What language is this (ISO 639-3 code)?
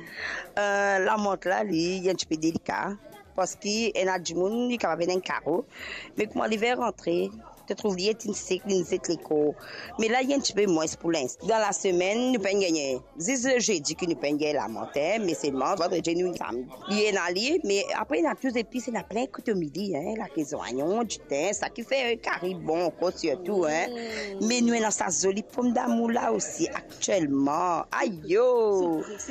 mfe